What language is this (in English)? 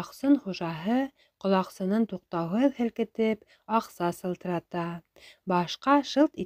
Bashkir